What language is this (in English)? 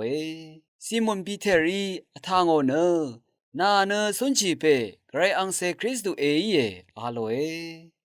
Rawang